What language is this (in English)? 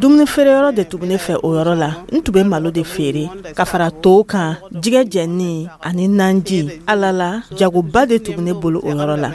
Dyula